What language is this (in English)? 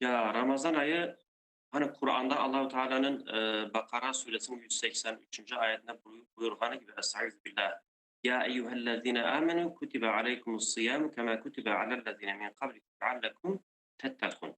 Crimean Tatar